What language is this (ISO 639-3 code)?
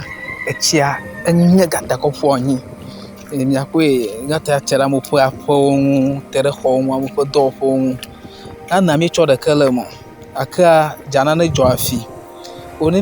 ewe